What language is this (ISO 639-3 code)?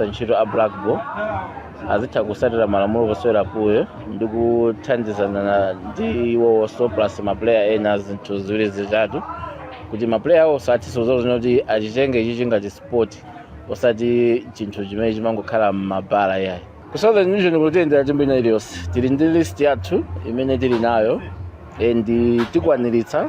nya